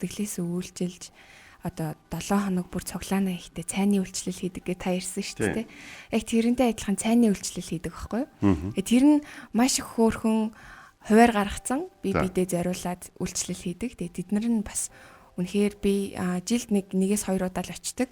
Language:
Mongolian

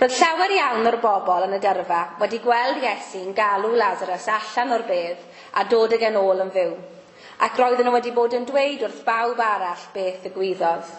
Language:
Welsh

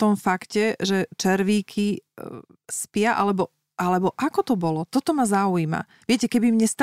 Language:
Slovak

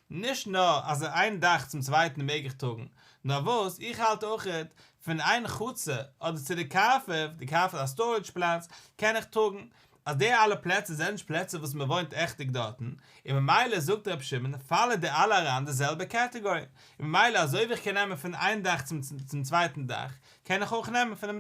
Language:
Yiddish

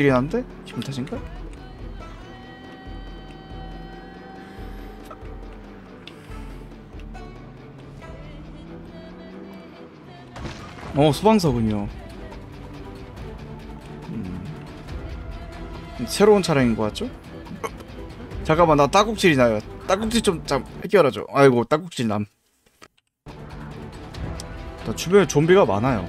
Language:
Korean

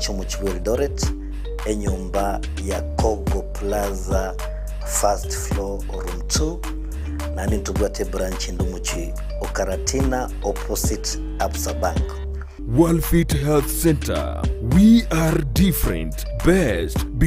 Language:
Gusii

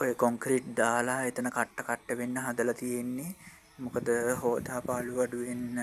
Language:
Sinhala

